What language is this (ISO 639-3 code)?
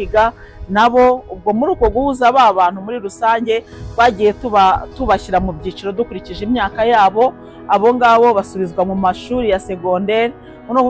kin